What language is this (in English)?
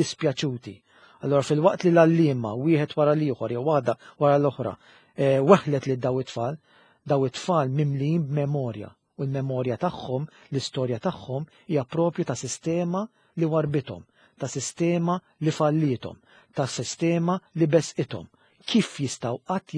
Maltese